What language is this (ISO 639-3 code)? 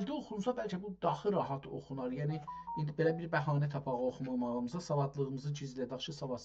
azb